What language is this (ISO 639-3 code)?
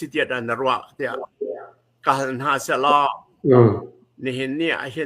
cnh